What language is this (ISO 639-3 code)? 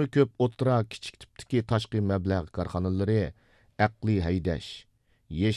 uig